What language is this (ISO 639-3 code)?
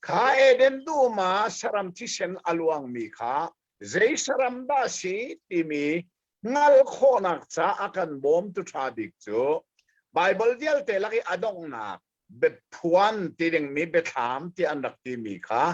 cnh